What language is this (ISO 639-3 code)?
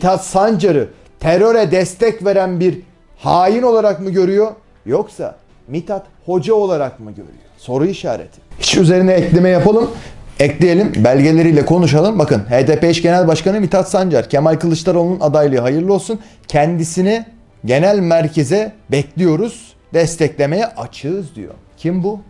tur